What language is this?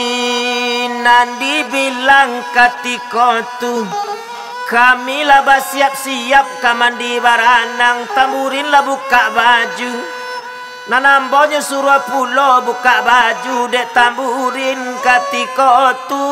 Minangkabau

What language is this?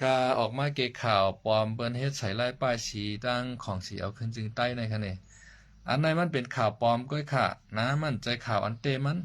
Shan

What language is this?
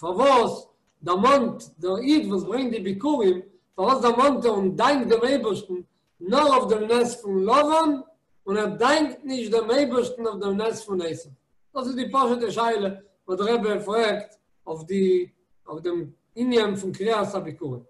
Yiddish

